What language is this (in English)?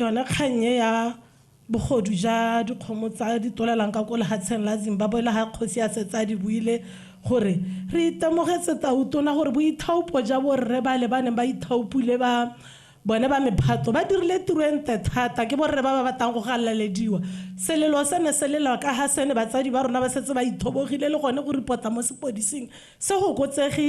Tswana